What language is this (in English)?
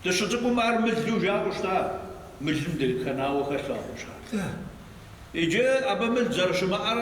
Kabardian